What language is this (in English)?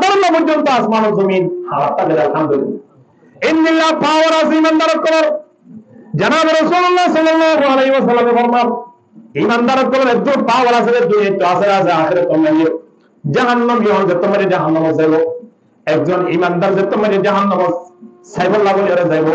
Rohingya